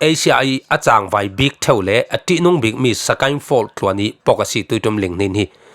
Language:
Falam Chin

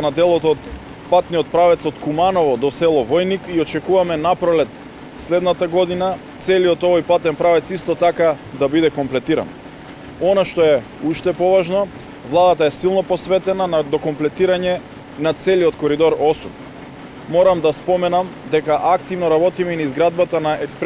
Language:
Macedonian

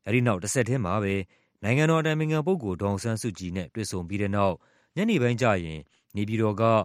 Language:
Burmese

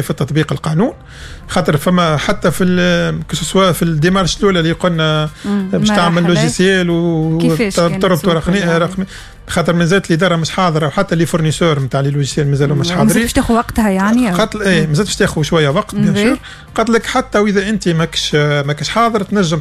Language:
Tunisian Arabic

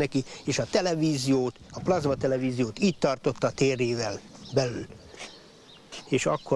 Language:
Hungarian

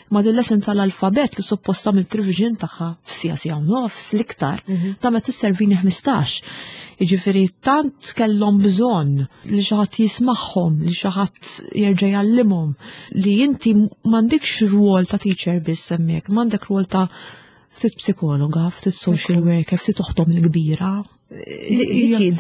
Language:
Maltese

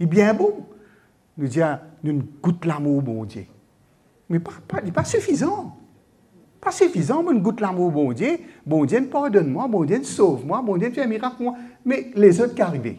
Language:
Morisyen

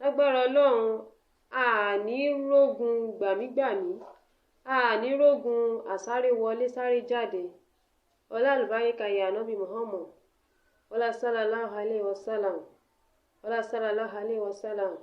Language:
Yoruba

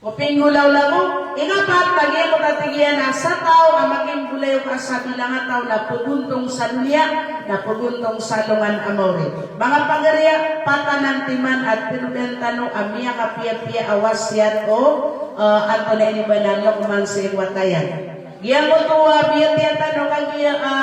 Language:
Maranao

